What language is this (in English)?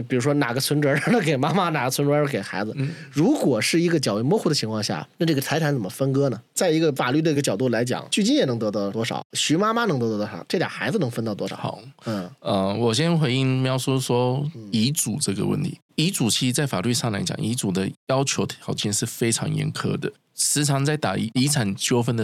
Chinese